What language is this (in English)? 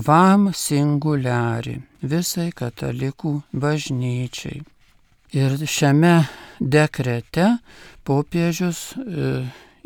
Lithuanian